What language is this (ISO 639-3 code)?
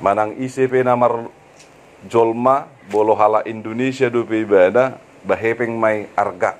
bbc